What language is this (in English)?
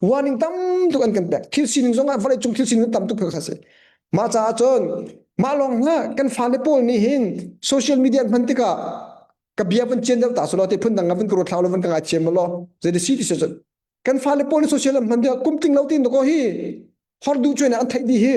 Hakha Chin